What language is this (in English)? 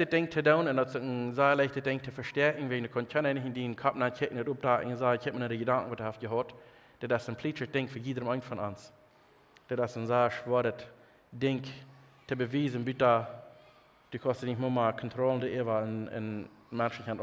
Plautdietsch